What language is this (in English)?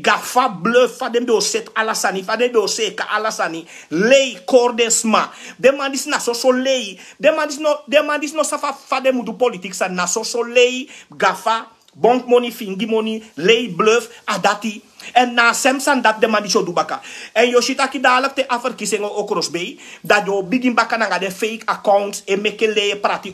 Sranan Tongo